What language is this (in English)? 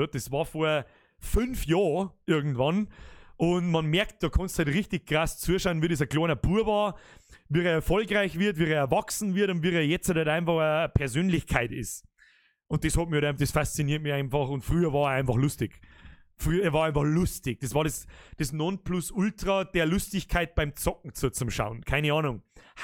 Bavarian